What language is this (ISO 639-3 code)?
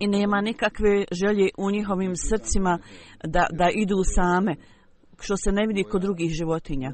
bos